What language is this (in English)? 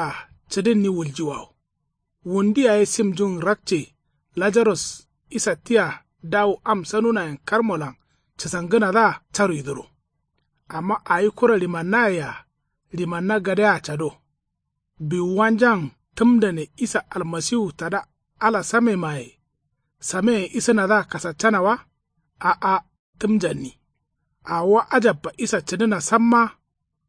Kanuri